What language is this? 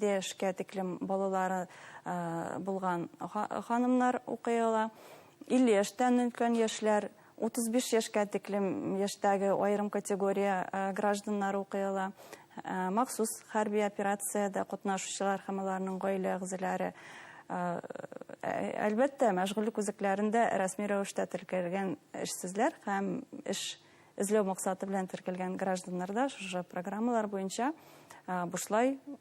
Bashkir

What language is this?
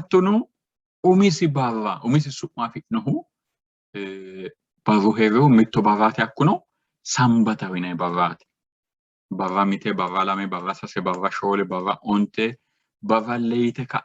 Sidamo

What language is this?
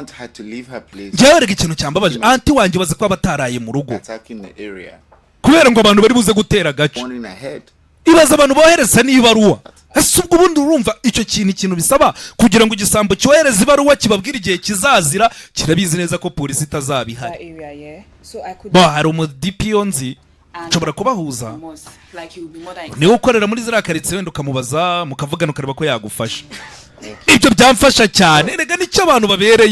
Kinyarwanda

